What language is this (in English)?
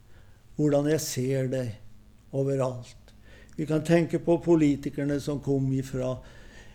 Norwegian